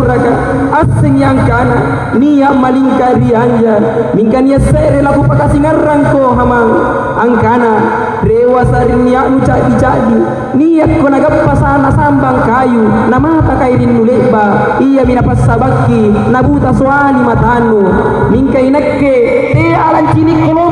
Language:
Makasar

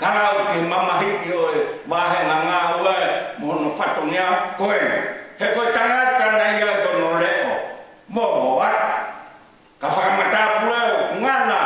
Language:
Tongan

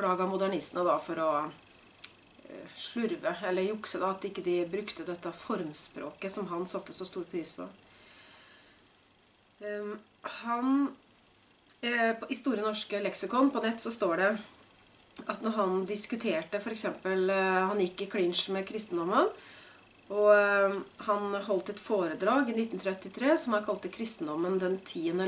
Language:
Norwegian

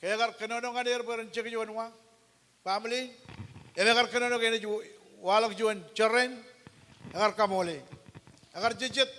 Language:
Marshallese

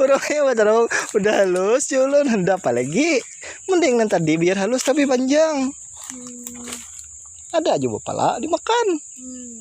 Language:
Banjar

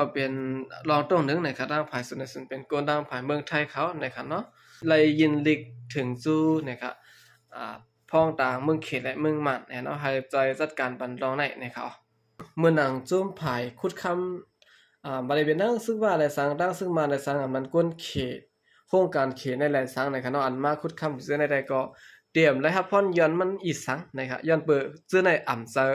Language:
Shan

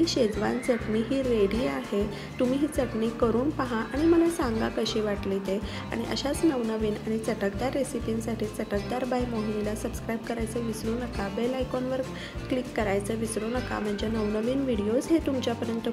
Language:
Marathi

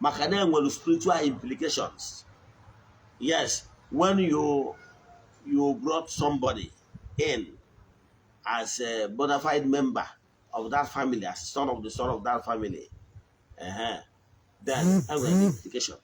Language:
Igbo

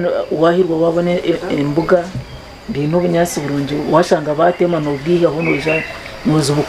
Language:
Nyankole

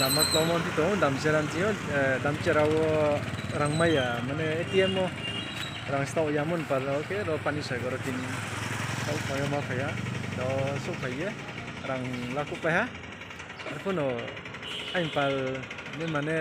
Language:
Riang (India)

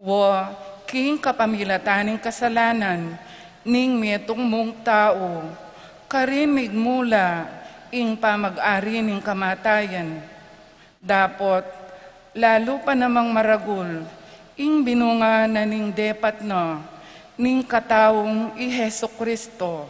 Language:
Pampanga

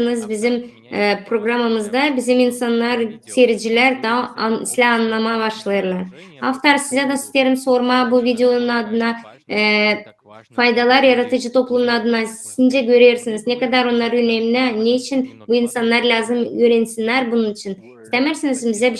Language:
Gagauz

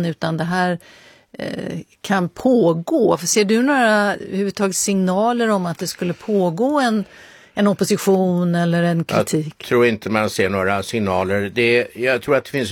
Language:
Swedish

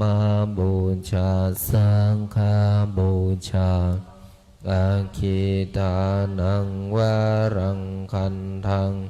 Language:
Pali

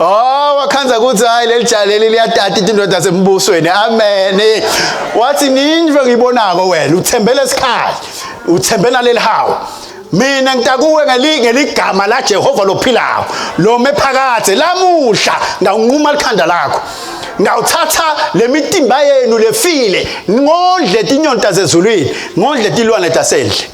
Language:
Swati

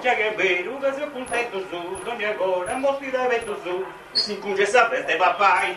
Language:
Sardinian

